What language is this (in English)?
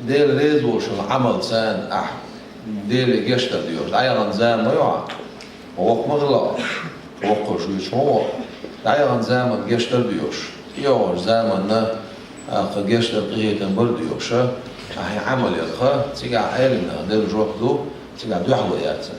Chechen